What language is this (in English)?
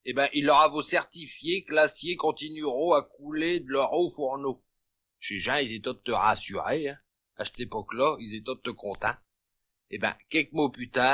Picard